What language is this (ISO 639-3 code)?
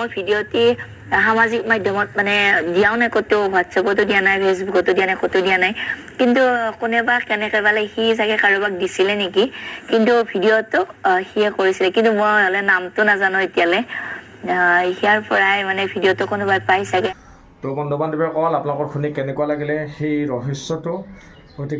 asm